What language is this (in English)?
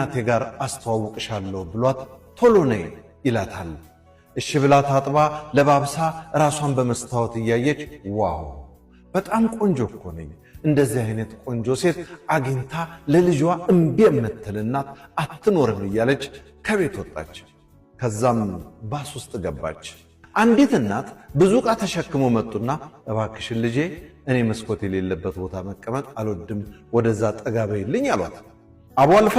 Amharic